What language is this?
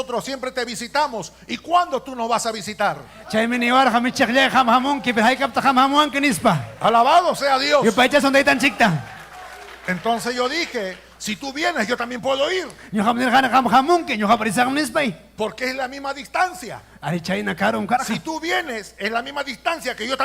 Ayacucho Quechua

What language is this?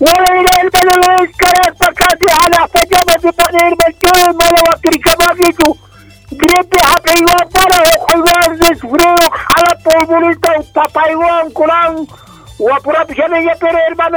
Quechua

